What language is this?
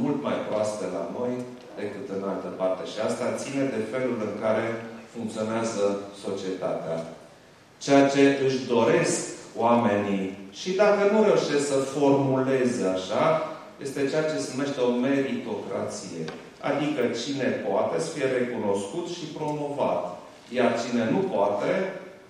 Romanian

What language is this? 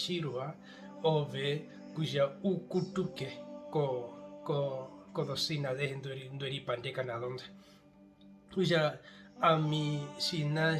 Herero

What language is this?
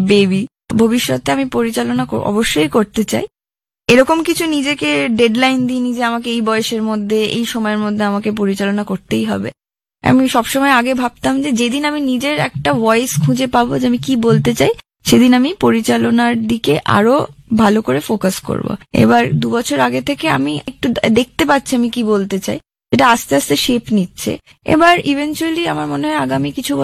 Bangla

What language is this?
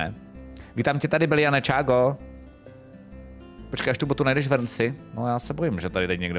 Czech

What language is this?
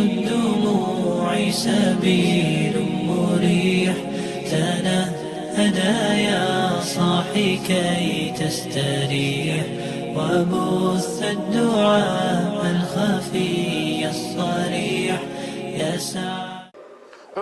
Kumyk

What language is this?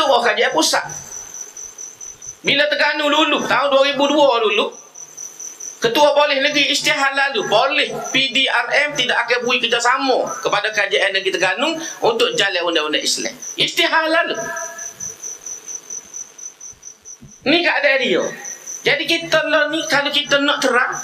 Malay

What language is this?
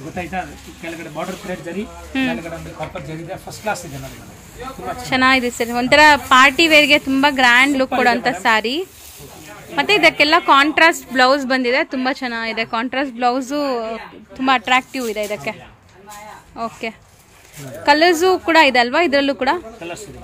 Kannada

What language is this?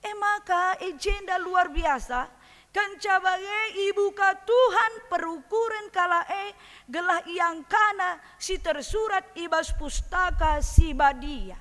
Batak Karo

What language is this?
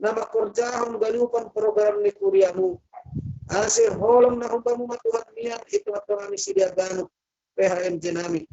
Batak Simalungun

